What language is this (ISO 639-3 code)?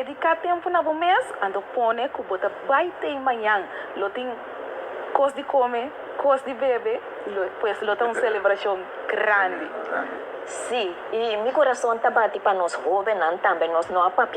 pap